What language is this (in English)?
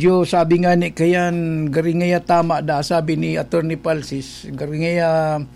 Bikol